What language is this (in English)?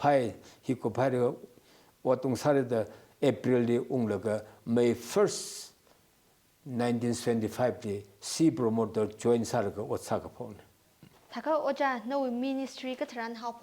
Tangkhul Naga (India)